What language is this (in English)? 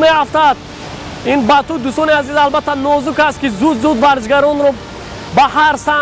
Tajik